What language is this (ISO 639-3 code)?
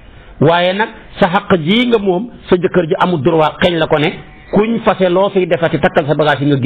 wol